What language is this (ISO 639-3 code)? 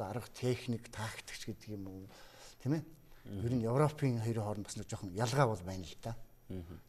mon